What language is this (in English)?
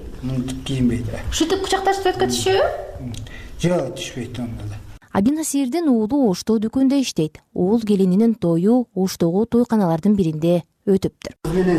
Kyrgyz